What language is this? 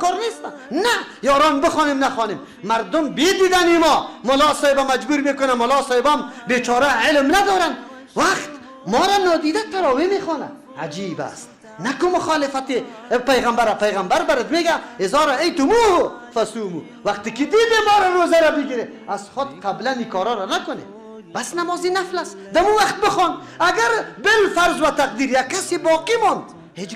Persian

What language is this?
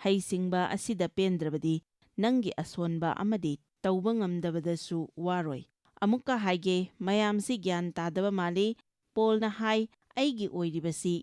Manipuri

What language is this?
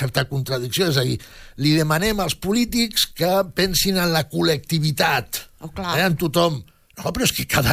Catalan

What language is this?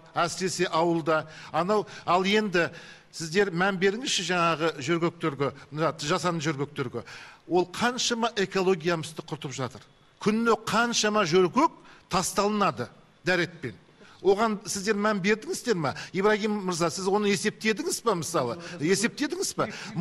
Kazakh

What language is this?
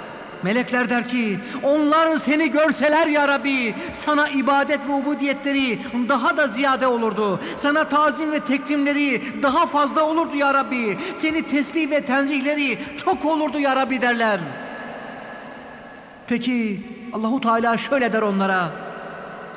Turkish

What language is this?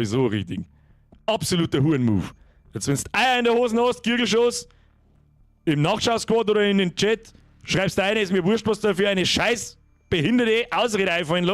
Bavarian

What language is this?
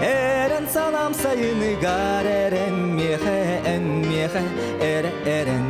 Yakut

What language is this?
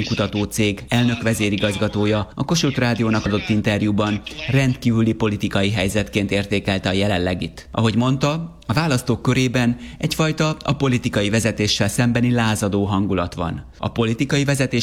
Hungarian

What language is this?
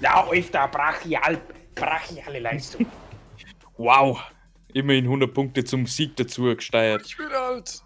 Bavarian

